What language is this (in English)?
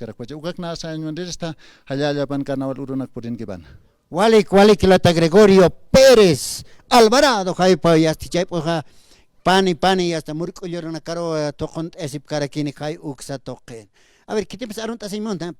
Aymara